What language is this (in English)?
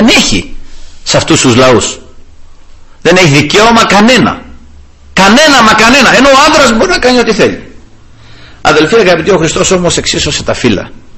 Greek